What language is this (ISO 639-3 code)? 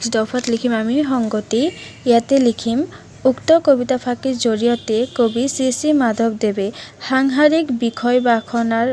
asm